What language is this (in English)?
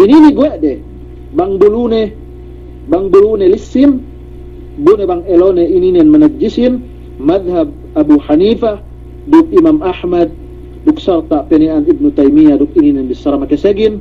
Yakan